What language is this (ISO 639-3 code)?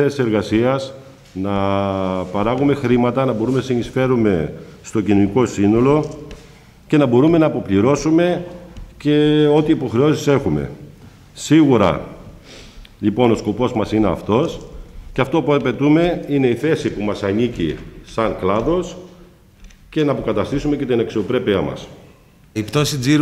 ell